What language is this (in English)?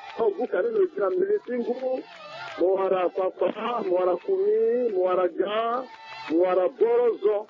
Sango